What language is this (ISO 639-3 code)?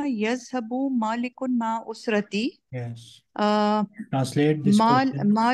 urd